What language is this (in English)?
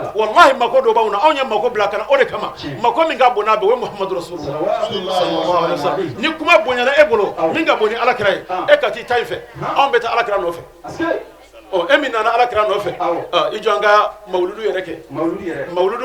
Bambara